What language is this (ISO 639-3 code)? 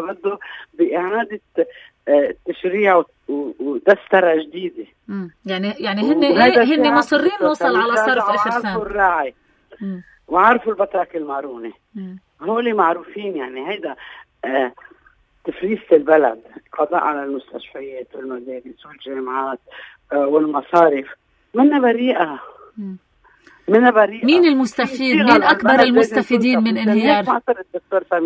apc